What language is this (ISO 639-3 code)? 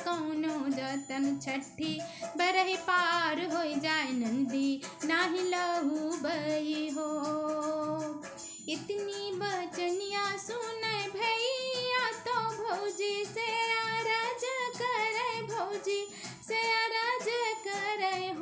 bho